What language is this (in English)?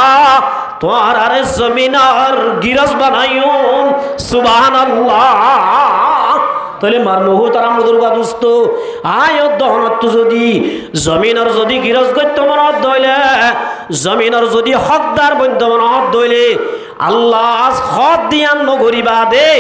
Rohingya